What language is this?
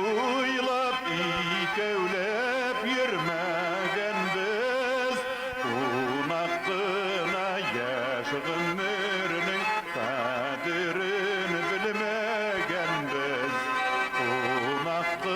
Bashkir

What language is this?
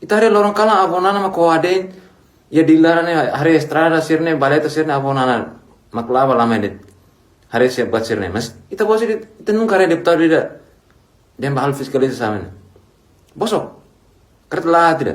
Tetum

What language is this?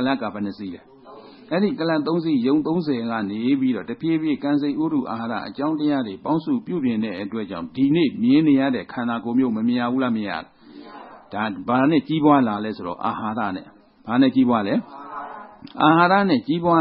Burmese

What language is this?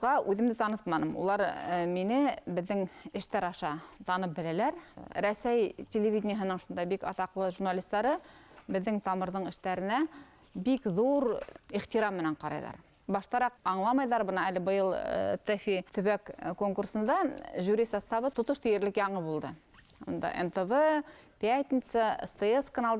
Bashkir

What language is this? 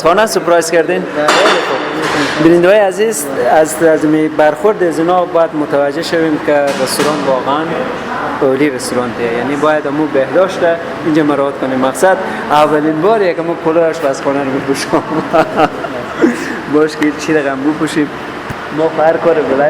Persian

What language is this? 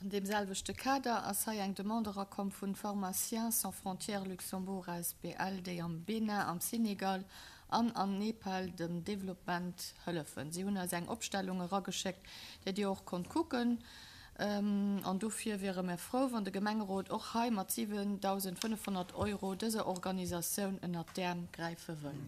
Luxembourgish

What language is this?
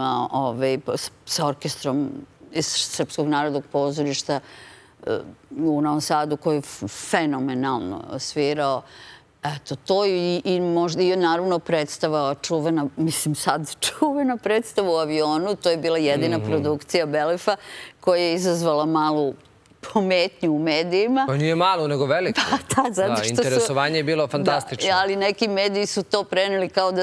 Serbian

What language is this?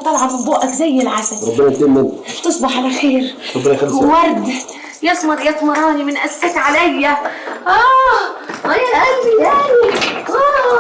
Egyptian Arabic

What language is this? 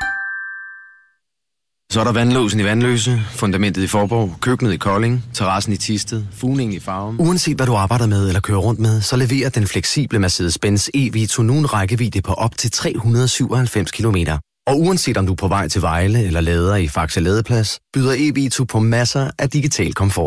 Danish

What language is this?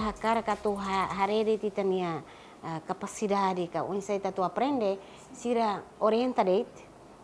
Tetum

